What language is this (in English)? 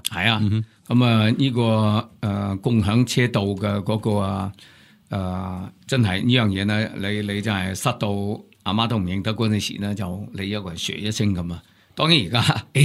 Cantonese